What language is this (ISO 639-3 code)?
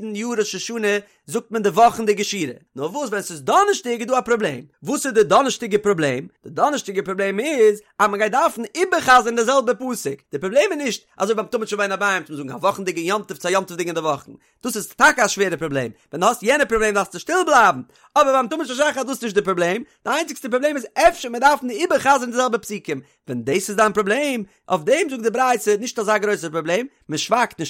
yid